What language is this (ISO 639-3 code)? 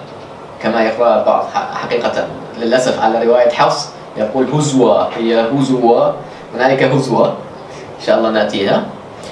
ara